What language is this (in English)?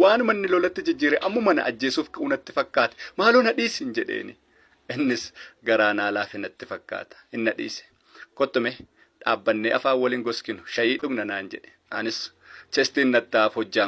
Oromo